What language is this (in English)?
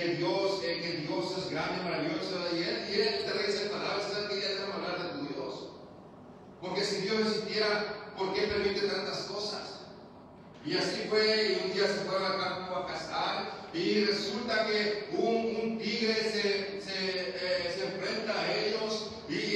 Spanish